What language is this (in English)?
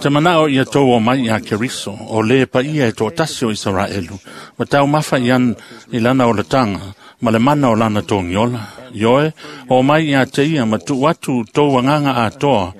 Samoan